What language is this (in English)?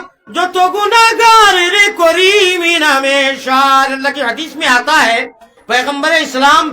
Sylheti